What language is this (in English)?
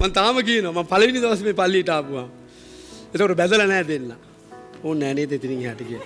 Sinhala